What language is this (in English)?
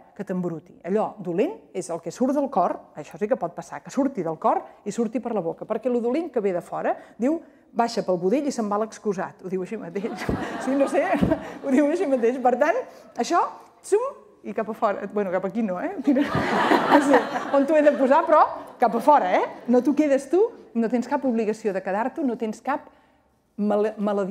Catalan